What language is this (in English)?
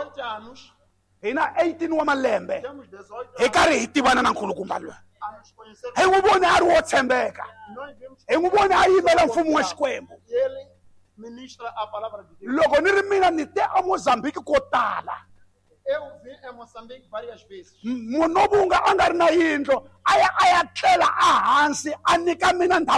Tsonga